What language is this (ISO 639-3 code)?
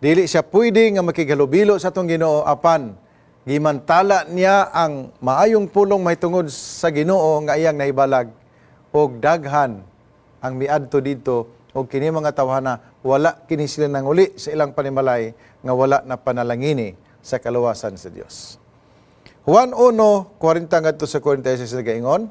ceb